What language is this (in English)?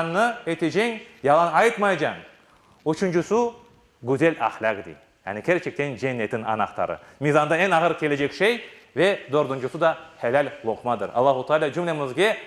Crimean Tatar